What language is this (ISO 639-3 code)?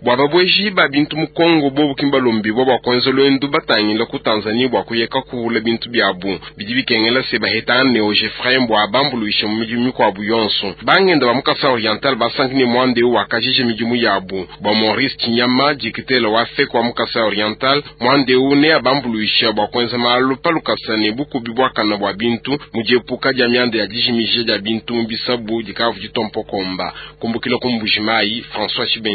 lua